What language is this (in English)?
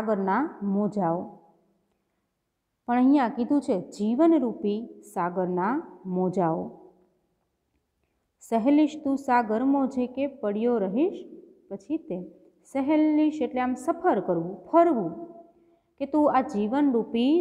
Gujarati